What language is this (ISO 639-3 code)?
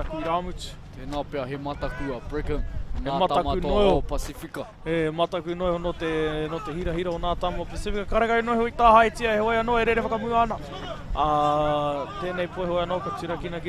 mri